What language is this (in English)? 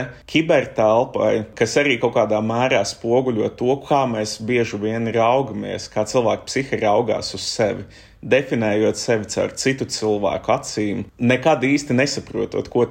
Latvian